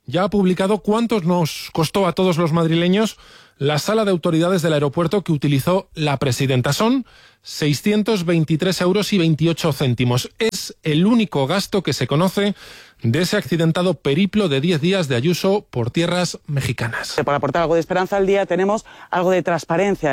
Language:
Spanish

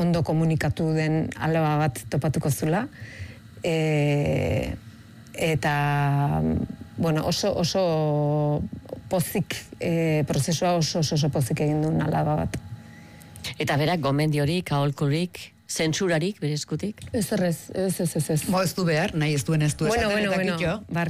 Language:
Basque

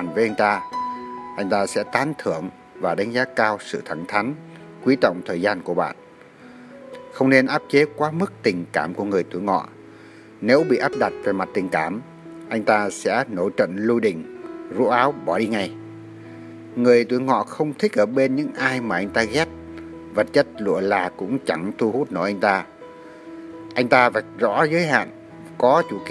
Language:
Vietnamese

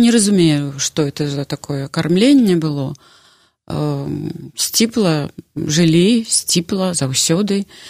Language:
Belarusian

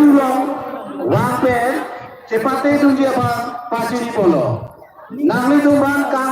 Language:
Karbi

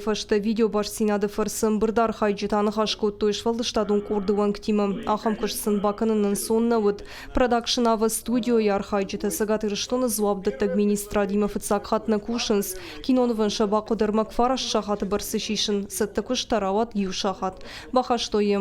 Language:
Ossetic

